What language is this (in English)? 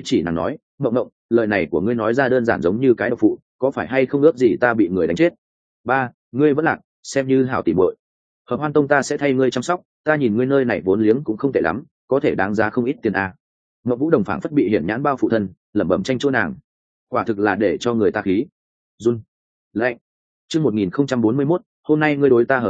Vietnamese